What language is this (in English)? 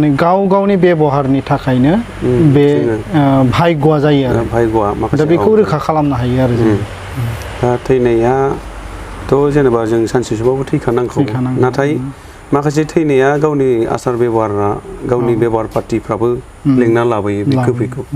Bodo